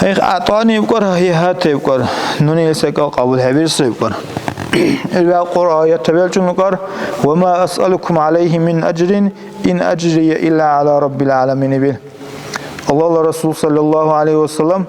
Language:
Dargwa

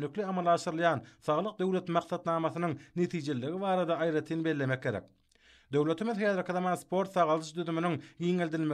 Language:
Turkmen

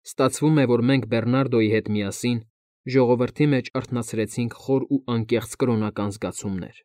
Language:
Armenian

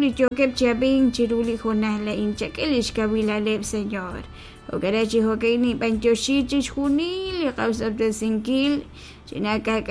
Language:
Kekchí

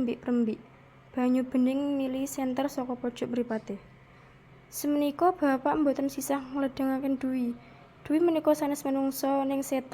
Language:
Javanese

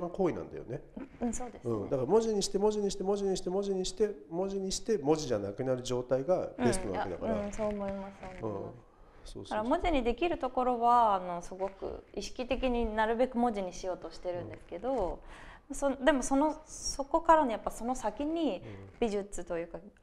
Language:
Japanese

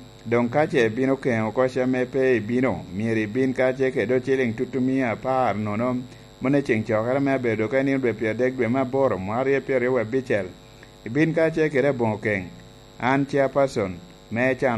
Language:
Lango (Uganda)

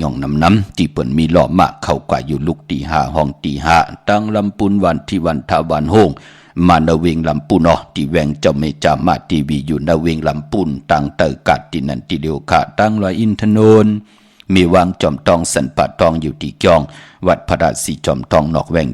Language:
Shan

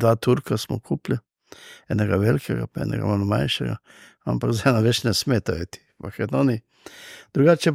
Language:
Slovenian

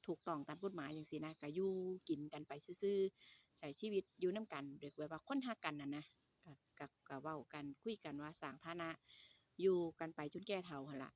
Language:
Northeastern Thai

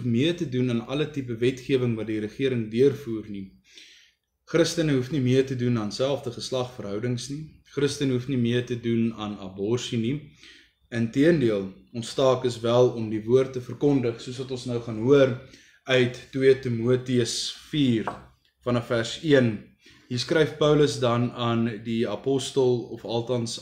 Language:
Afrikaans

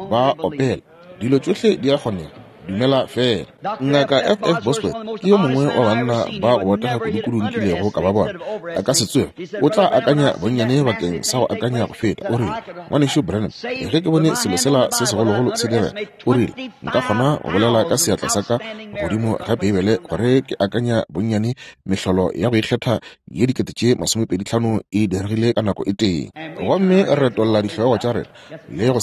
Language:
Northern Sotho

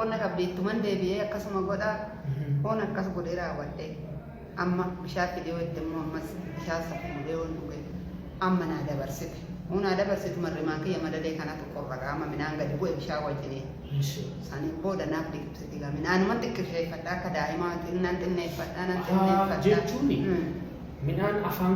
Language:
Oromo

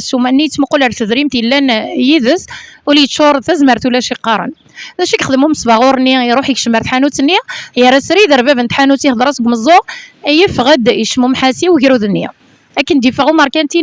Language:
Kabyle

